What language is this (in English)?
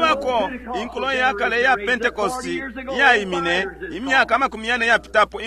Bemba